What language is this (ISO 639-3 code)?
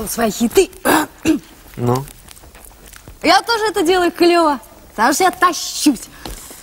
rus